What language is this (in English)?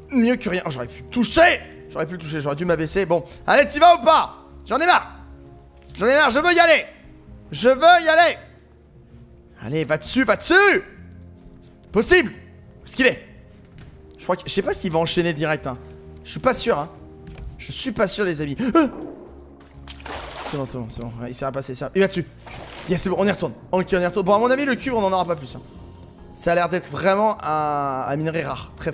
French